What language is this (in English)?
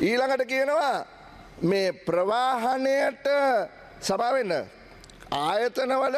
Sinhala